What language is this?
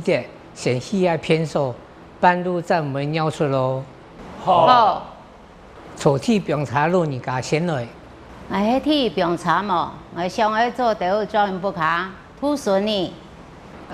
Hakka Chinese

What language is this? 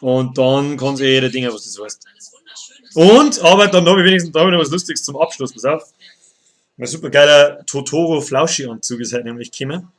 Bavarian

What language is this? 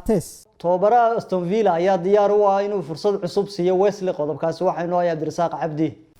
Somali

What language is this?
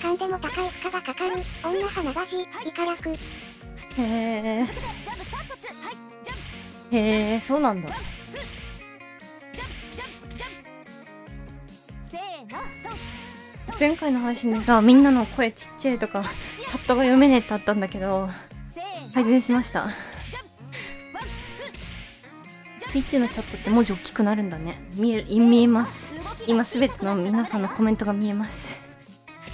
Japanese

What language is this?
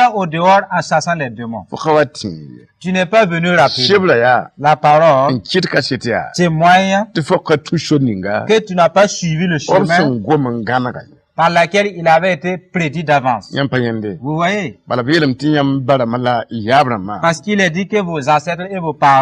Mossi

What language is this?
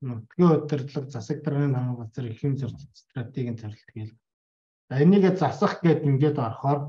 Mongolian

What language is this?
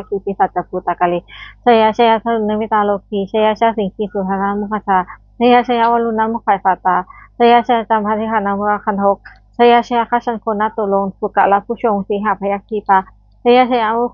Pali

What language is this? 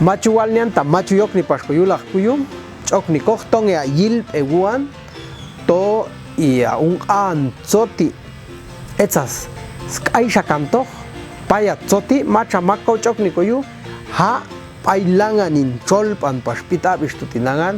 Popti'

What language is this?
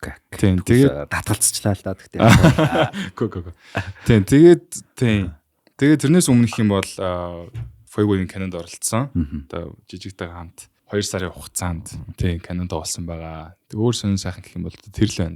Mongolian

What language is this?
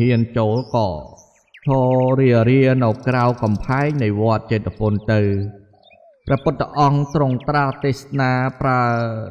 Khmer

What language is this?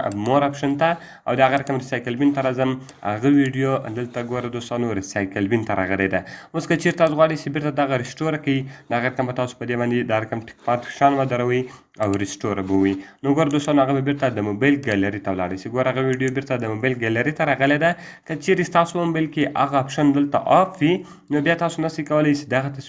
Pashto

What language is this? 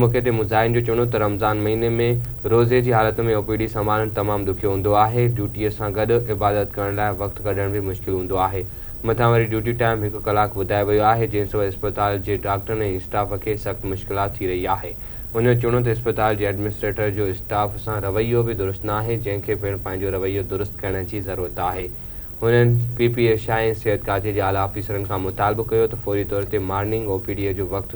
Sindhi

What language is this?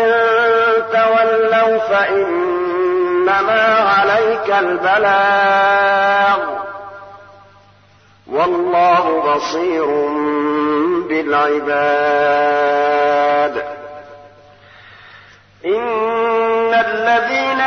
Arabic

